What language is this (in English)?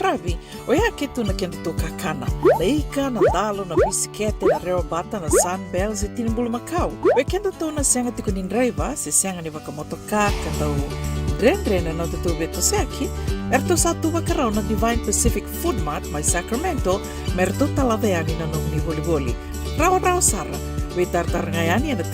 Fijian